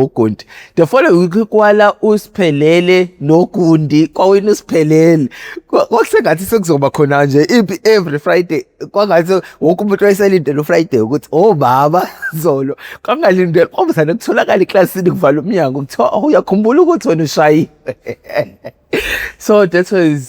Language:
Zulu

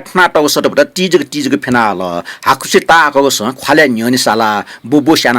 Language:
Newari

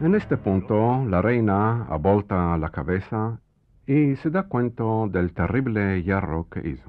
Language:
Ladino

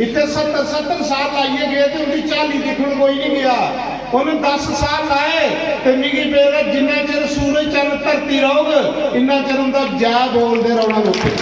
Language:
Dogri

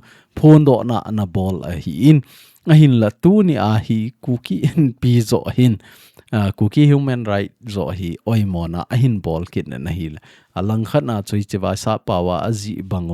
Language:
Thado Chin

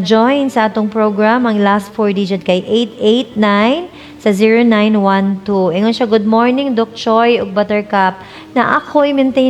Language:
Cebuano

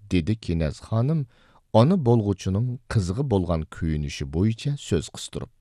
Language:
Uyghur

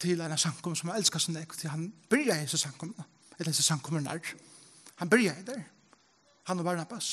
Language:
Faroese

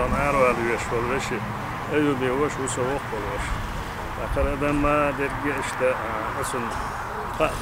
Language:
Chechen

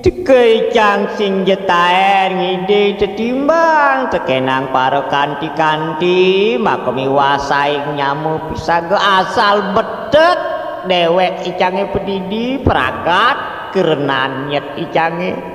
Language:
Balinese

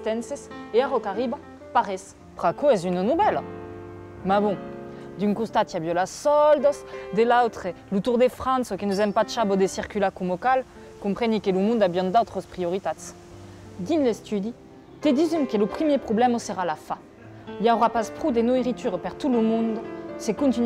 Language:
Occitan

